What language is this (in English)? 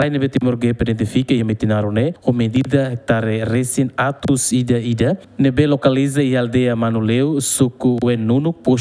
Tetum